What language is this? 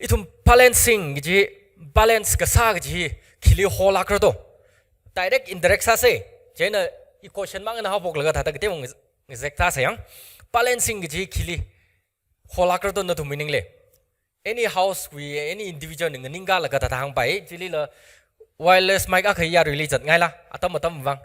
Tangkhul Naga (India)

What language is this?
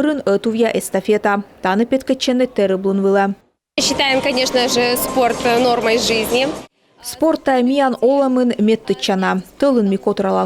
Komi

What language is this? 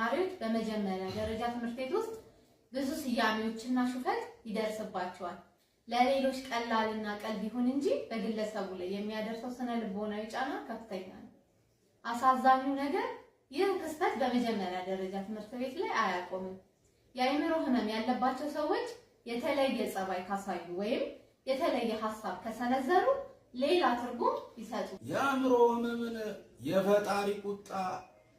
Amharic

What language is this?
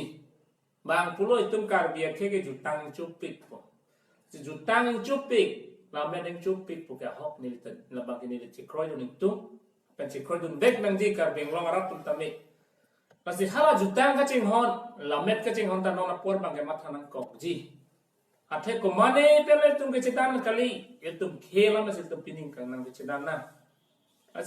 Karbi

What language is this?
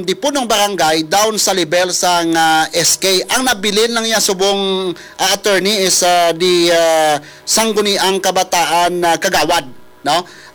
Hiligaynon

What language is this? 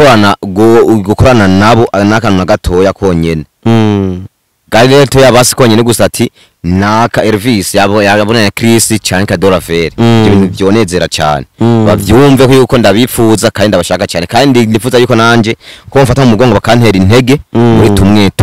Rundi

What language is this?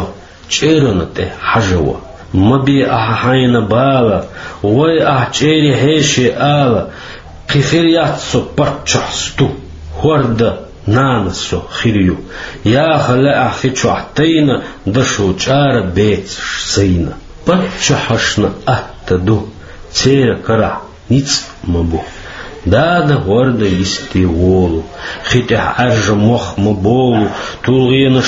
Chechen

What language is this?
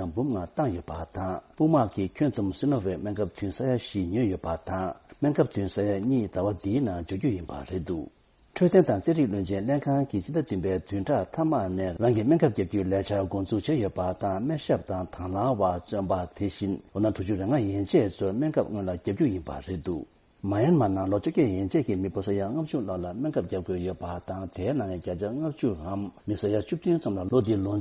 Tibetan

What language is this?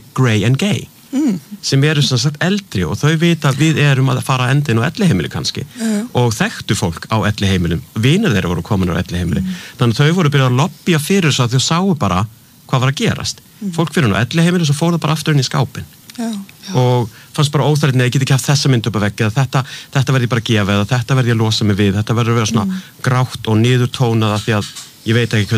Icelandic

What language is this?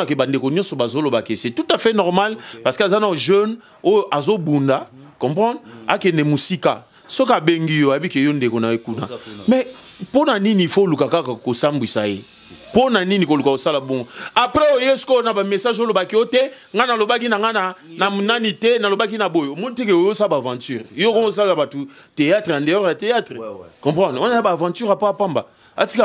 Lingala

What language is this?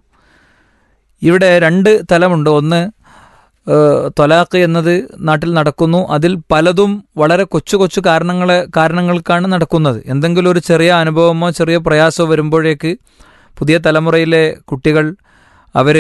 Malayalam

